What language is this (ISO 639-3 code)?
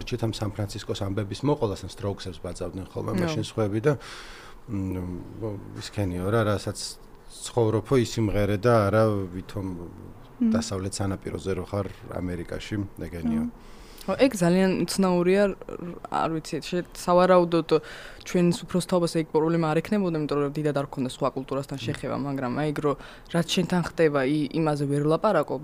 kat